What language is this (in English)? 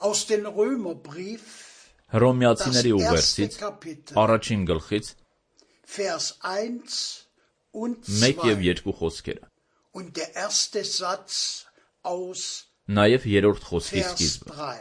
Armenian